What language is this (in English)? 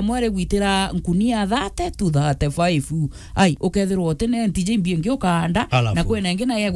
Meru